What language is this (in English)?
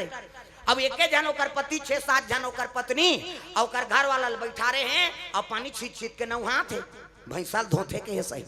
Chhattisgarhi